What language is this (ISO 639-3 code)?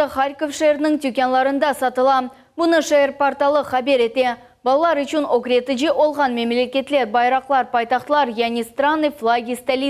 crh